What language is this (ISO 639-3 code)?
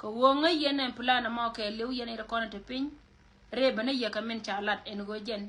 nus